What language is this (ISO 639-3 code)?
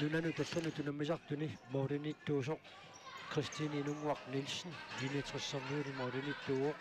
kal